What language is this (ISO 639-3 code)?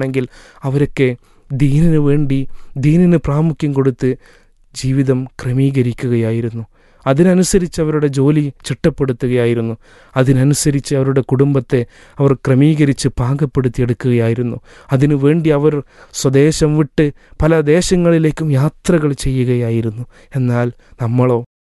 mal